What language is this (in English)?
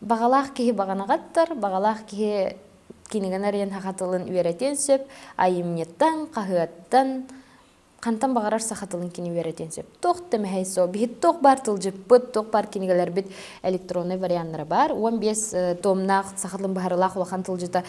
Yakut